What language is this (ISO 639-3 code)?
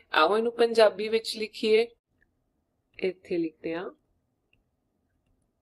pan